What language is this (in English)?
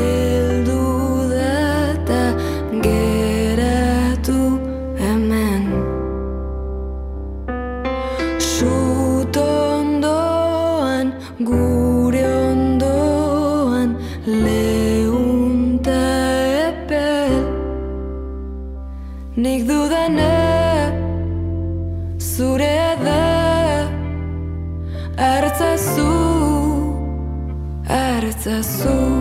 Basque